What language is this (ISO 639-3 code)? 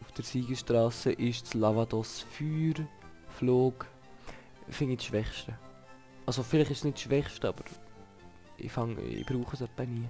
gsw